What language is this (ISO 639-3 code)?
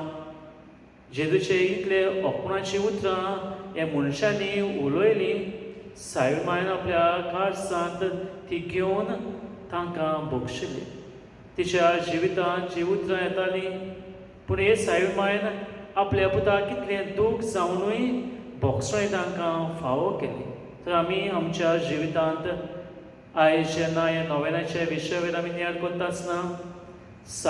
kok